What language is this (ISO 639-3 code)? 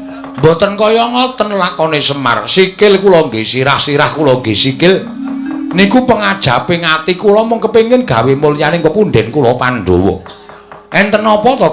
jav